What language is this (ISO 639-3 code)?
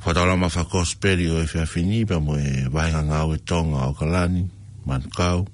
ton